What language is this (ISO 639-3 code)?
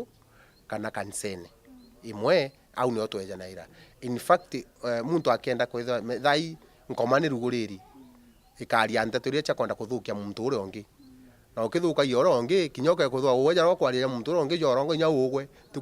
mer